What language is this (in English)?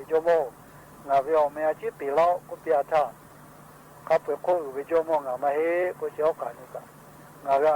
Lahu